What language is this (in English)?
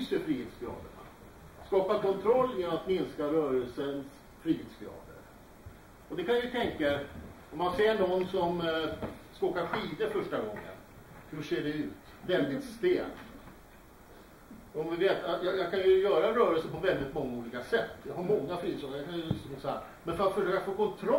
Swedish